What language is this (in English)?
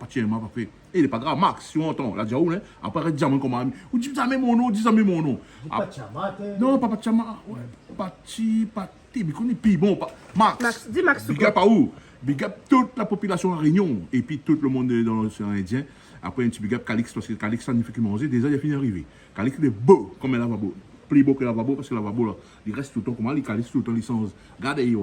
Réunion Creole French